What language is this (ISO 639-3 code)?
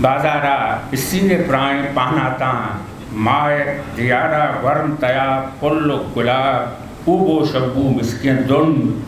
bgp